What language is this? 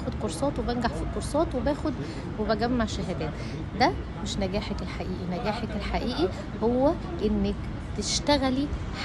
Egyptian Arabic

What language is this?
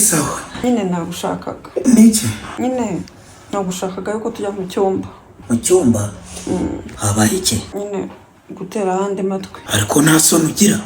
Kinyarwanda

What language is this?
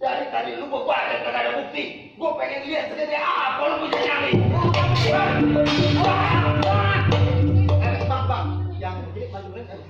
Betawi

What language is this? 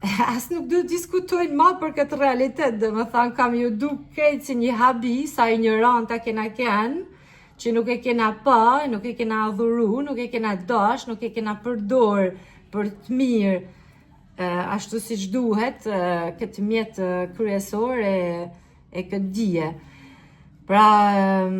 Albanian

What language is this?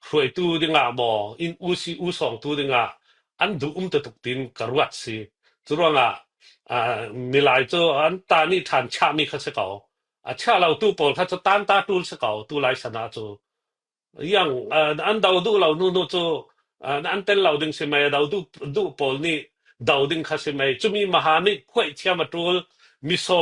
Falam Chin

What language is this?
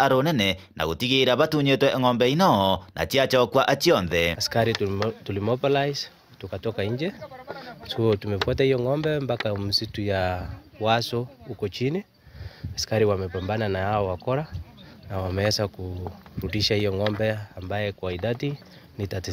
Meru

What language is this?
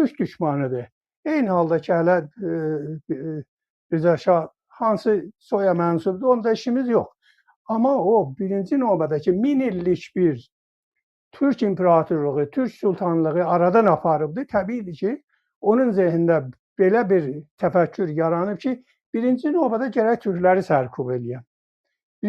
South Azerbaijani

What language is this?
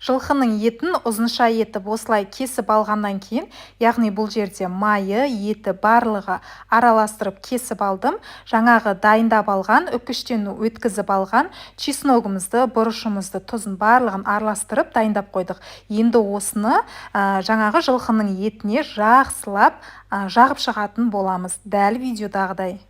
Kazakh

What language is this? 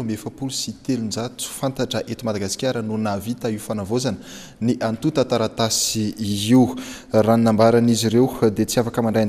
Malagasy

